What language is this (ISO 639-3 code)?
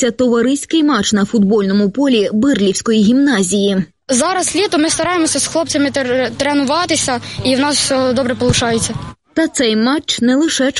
ukr